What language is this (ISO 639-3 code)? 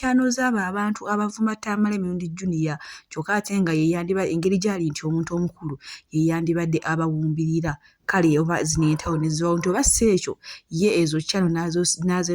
lug